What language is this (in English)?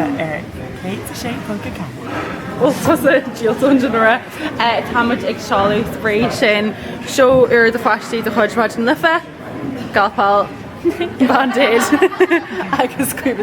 Irish